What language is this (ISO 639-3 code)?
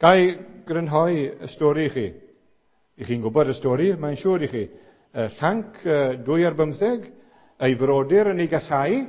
cym